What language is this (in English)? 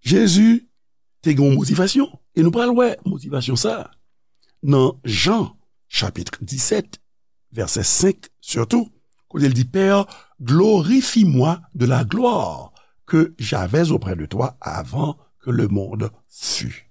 Haitian Creole